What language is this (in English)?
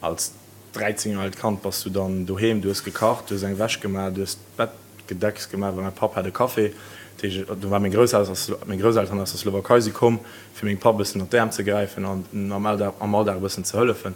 Luxembourgish